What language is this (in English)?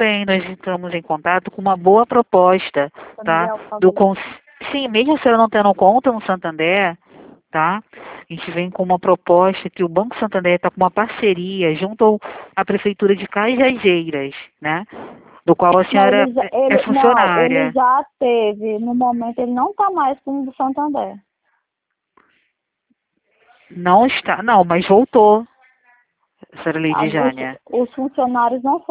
Portuguese